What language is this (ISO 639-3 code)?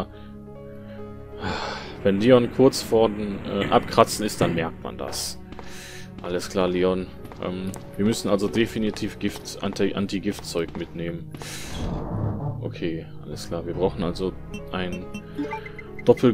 deu